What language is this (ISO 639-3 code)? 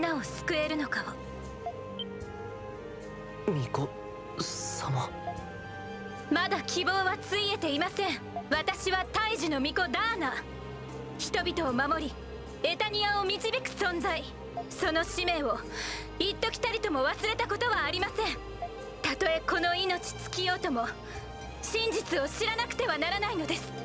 jpn